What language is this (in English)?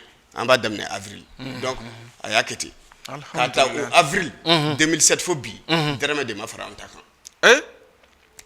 Bambara